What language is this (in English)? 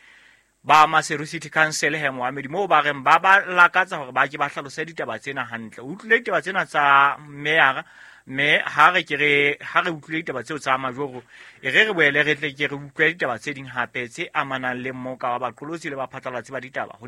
Southern Sotho